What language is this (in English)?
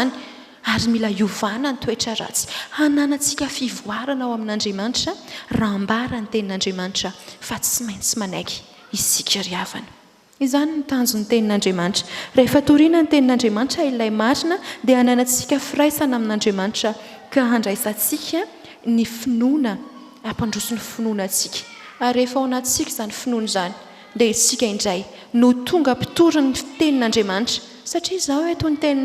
Malagasy